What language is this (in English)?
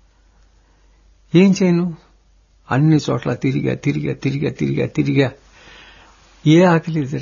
Telugu